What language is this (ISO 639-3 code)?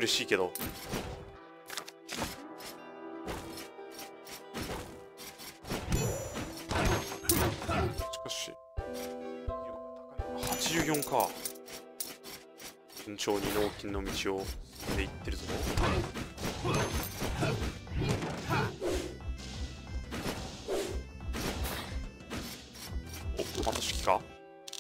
jpn